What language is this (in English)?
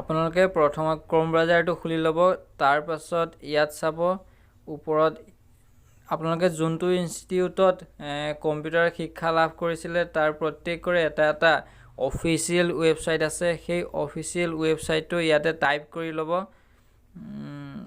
Assamese